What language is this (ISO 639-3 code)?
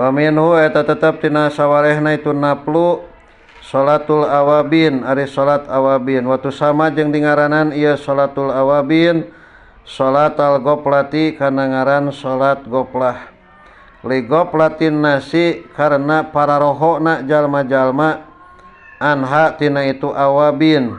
sun